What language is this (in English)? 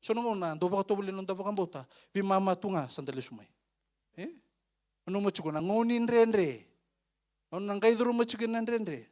Fijian